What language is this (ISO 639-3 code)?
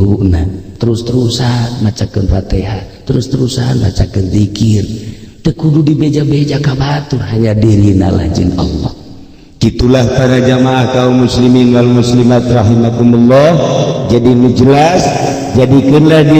sun